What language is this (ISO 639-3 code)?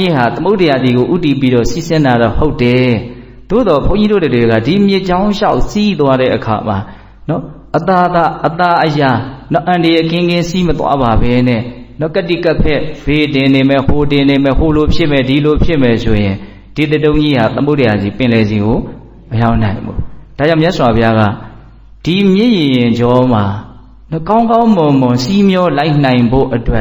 mya